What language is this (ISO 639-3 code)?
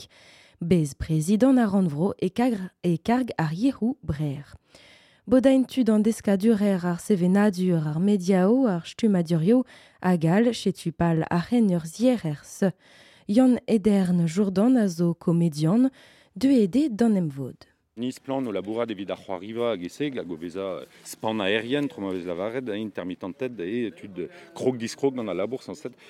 bre